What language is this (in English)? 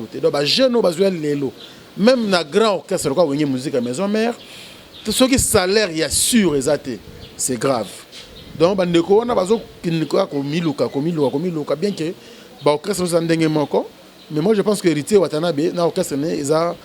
Lingala